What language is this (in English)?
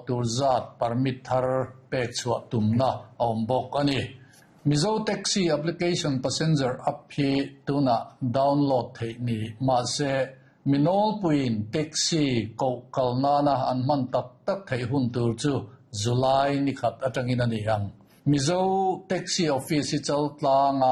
Mizo